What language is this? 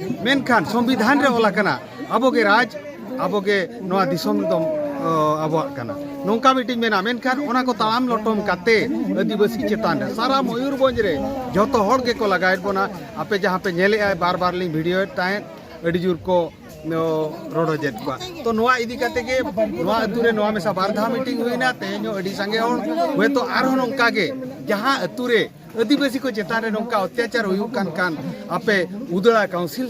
Santali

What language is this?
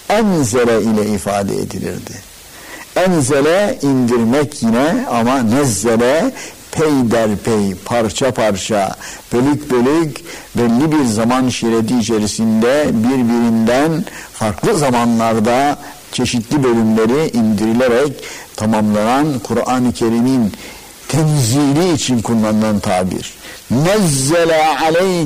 Turkish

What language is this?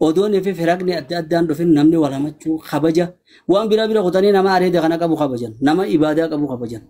Oromo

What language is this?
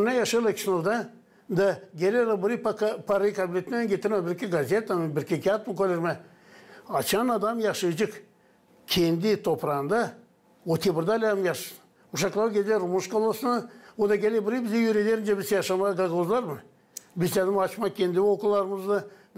Gagauz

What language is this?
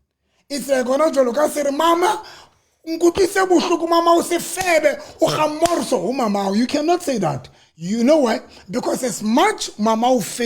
Southern Sotho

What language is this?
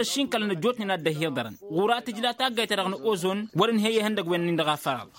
Tamasheq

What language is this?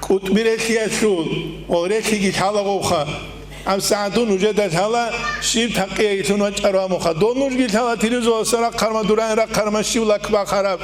Avaric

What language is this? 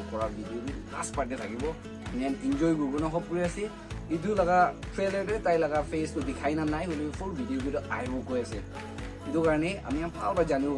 Naga Pidgin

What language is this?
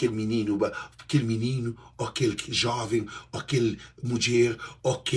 Kabuverdianu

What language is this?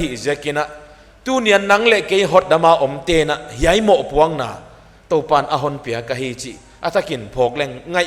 Paite Chin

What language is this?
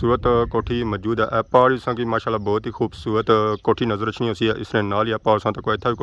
Pahari-Potwari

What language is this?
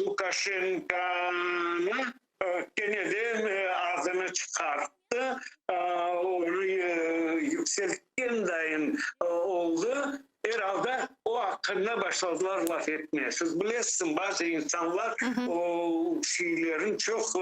Crimean Tatar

